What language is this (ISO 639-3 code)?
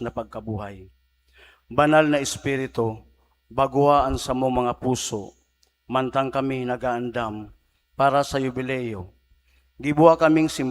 bik